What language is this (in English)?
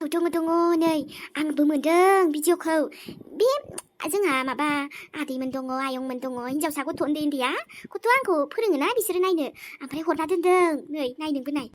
Bodo